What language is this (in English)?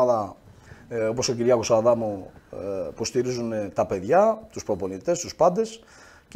Greek